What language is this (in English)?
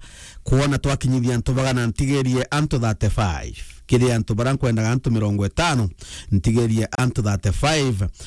Meru